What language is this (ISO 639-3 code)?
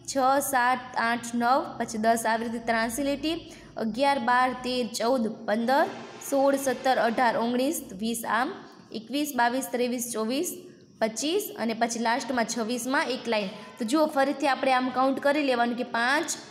guj